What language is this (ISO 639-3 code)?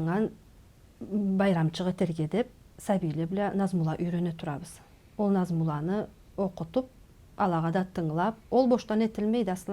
krc